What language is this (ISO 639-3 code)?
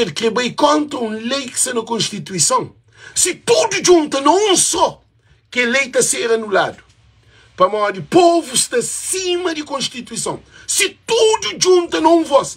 kea